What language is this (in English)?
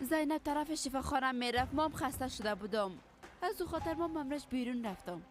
Persian